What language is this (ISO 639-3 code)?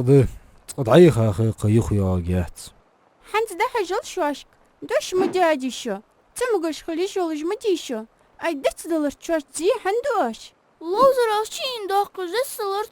inh